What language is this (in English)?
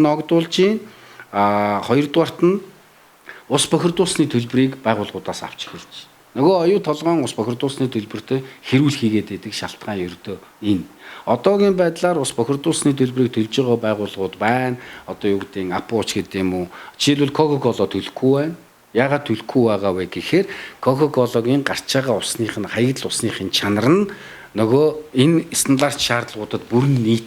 Mongolian